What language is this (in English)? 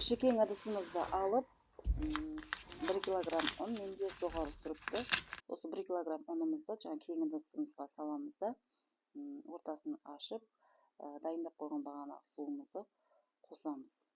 Kazakh